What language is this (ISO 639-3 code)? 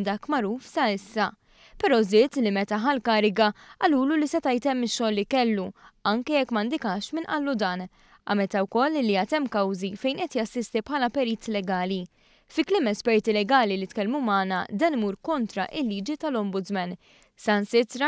mlt